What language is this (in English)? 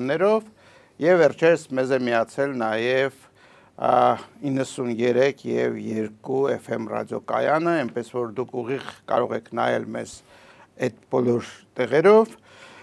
Armenian